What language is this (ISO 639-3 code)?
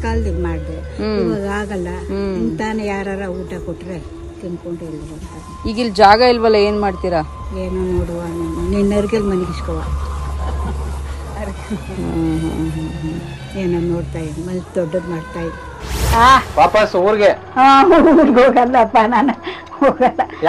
kan